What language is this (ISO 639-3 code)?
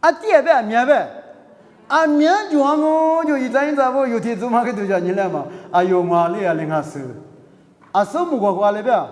lis